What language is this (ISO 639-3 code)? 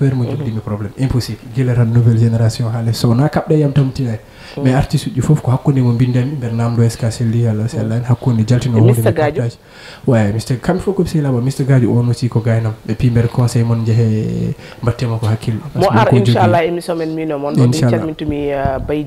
ful